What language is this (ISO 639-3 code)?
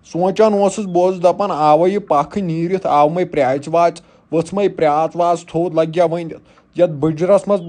kas